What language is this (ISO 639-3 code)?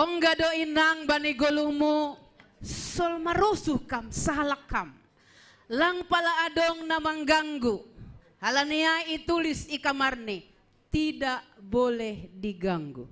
bts